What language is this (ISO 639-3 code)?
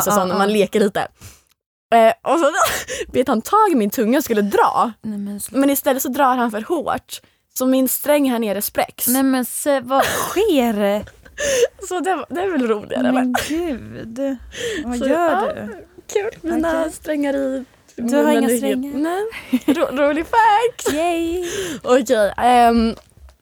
swe